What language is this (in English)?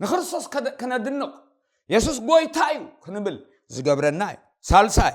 Tigrinya